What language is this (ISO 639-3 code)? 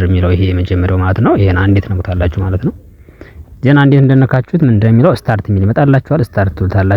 amh